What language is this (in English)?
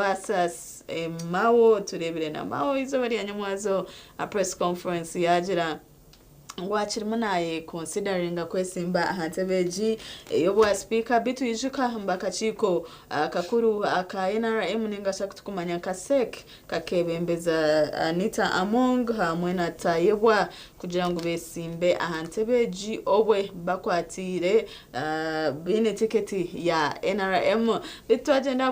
Nyankole